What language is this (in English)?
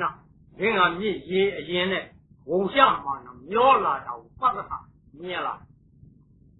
Burmese